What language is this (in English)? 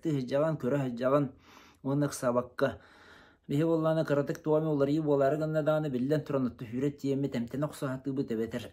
Yakut